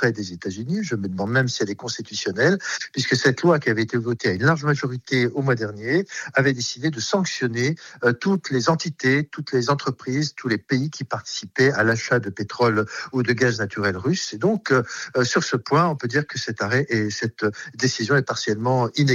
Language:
French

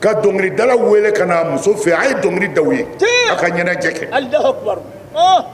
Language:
Bambara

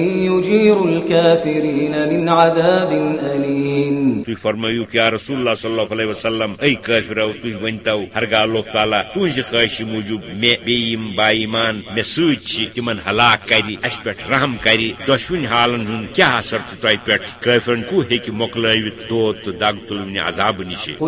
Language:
Kashmiri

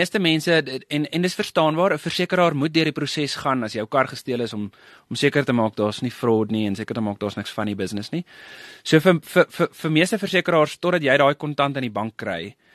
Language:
Afrikaans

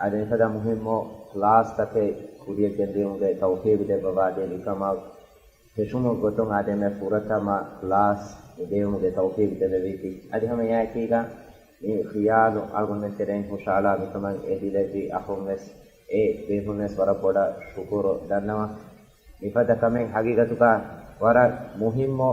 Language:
Divehi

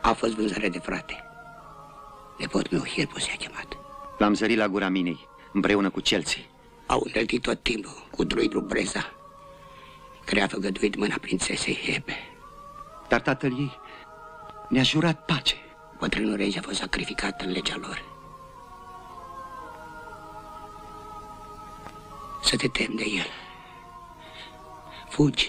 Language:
Romanian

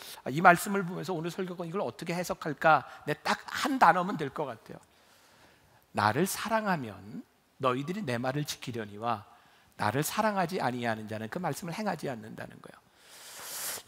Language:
Korean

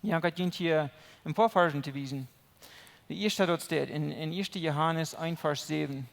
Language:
Plautdietsch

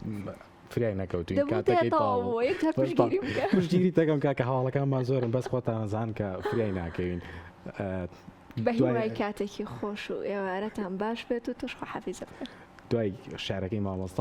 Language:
Central Kurdish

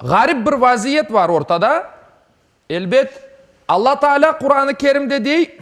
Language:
Crimean Tatar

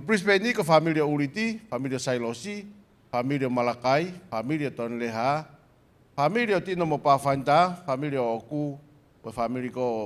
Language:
Tongan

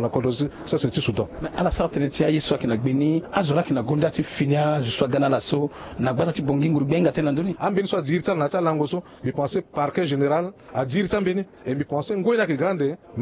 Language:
Sango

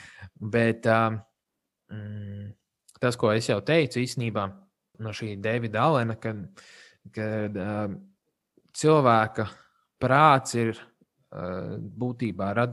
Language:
Latvian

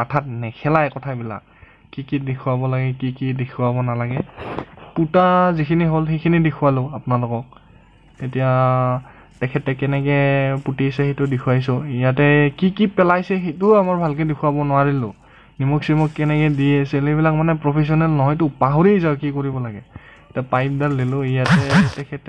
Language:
Assamese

